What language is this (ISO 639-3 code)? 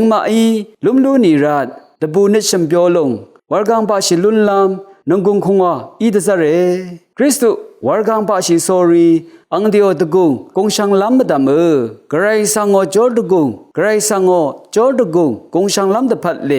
raw